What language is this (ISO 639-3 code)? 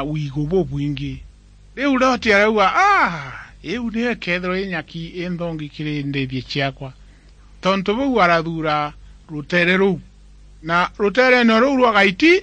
mer